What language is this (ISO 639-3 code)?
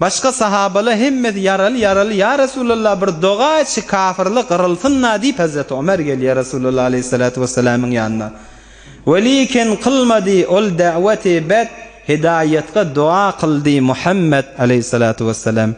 tuk